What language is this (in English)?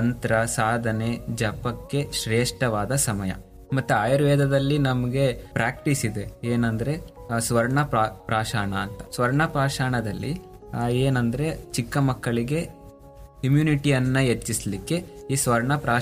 Kannada